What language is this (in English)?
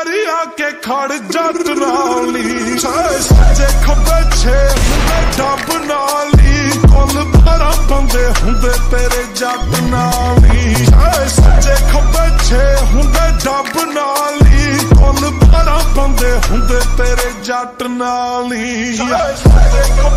Punjabi